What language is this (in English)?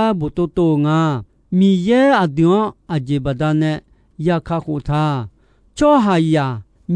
Akha